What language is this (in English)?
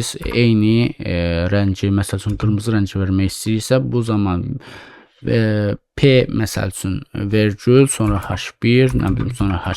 Azerbaijani